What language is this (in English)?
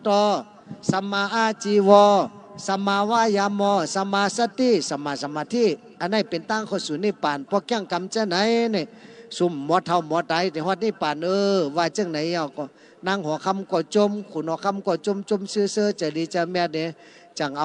Shan